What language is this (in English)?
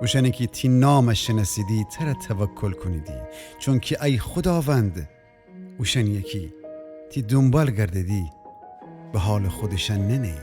Gilaki